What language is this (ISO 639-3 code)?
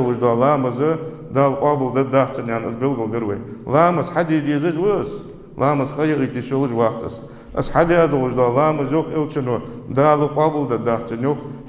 inh